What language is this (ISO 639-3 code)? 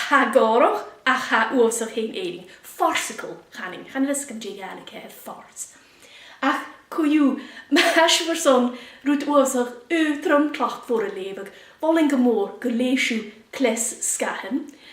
gla